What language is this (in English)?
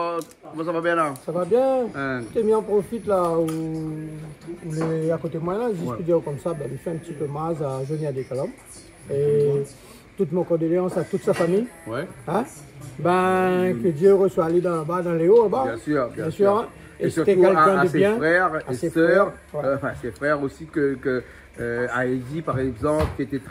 Réunion Creole French